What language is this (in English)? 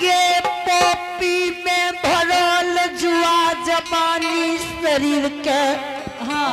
Angika